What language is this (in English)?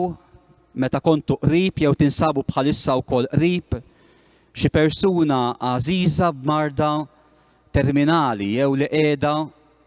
Maltese